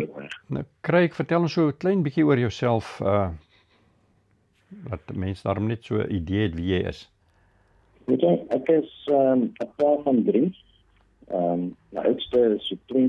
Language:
Afrikaans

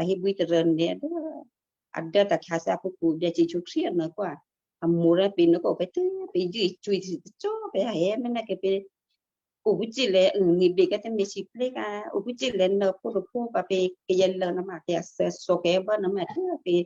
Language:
Western Kayah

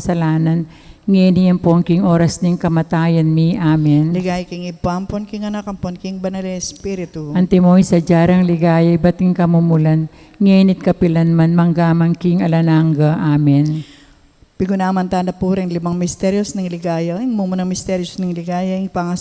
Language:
Pampanga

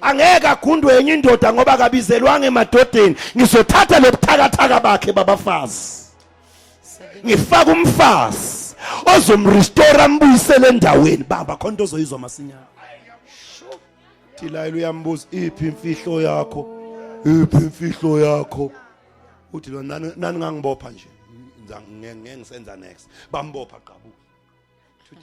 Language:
Zulu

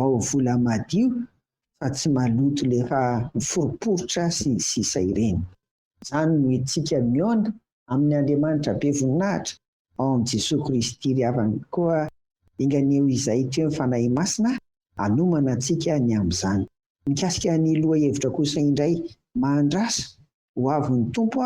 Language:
Malagasy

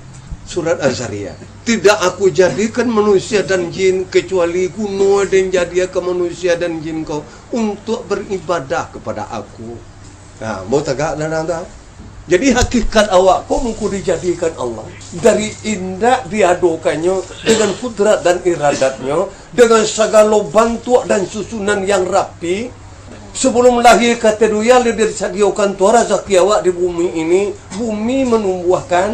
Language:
Minangkabau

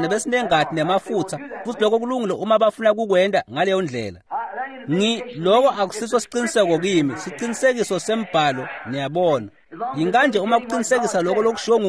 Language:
Swati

